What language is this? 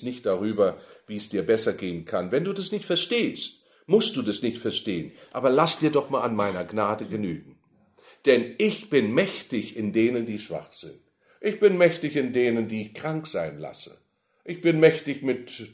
German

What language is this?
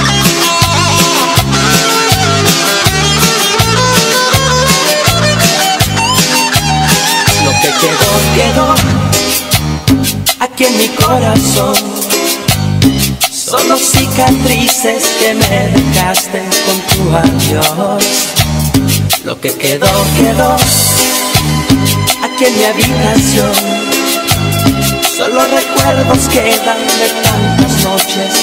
Spanish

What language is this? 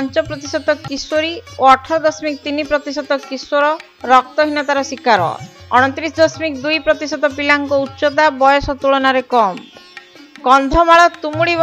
Odia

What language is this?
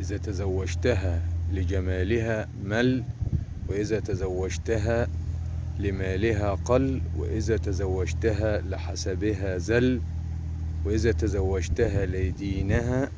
Egyptian Arabic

